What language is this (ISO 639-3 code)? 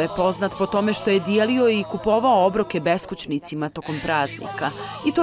bos